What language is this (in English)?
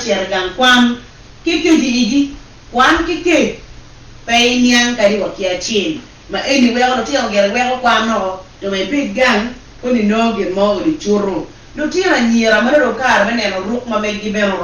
Acoli